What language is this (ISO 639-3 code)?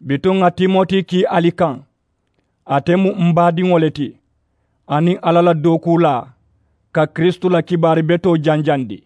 man